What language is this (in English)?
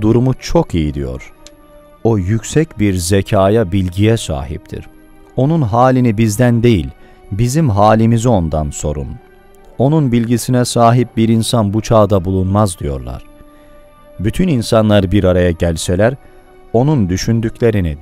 Turkish